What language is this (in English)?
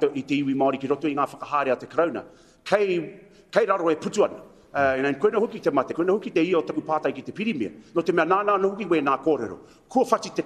Māori